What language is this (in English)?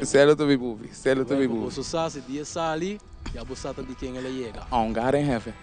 Papiamento